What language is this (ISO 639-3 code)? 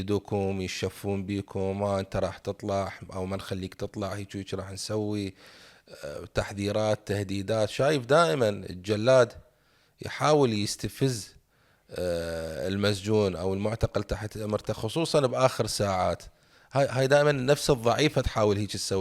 acm